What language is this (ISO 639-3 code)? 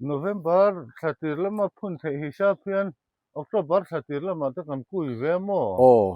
lus